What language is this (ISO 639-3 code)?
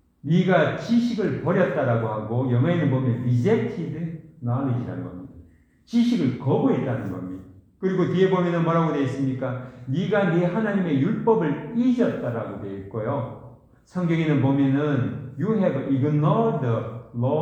kor